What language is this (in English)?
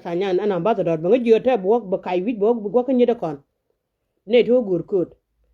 Nuer